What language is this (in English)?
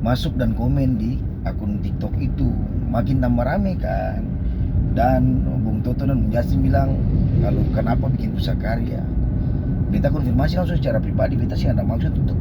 Ambonese Malay